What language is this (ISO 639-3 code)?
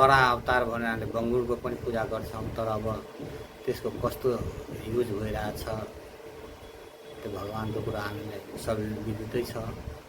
nep